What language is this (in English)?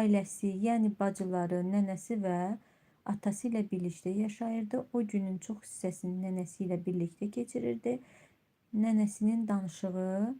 Azerbaijani